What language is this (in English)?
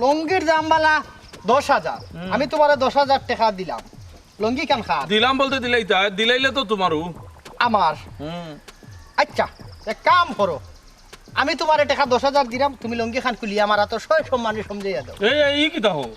Sylheti